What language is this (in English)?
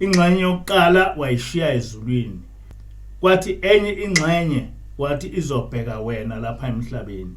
Zulu